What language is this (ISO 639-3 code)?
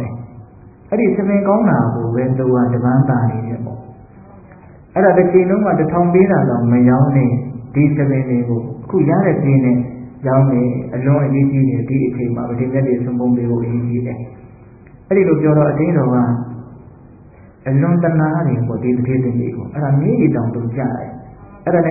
mya